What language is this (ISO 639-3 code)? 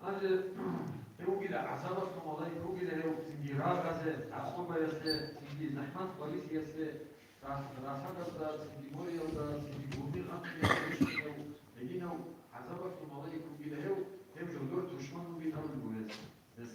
ava